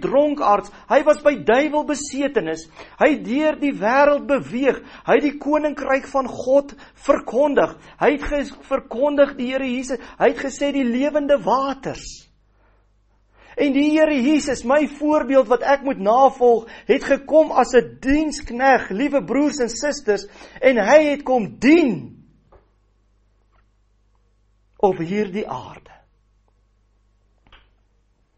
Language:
Afrikaans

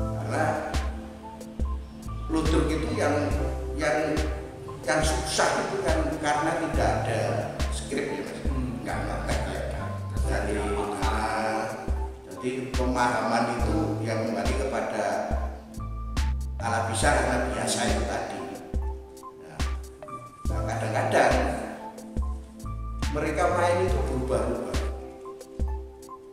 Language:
Indonesian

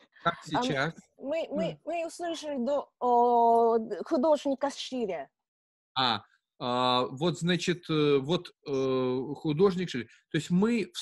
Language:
Russian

